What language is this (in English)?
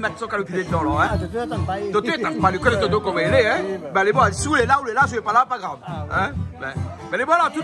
Réunion Creole French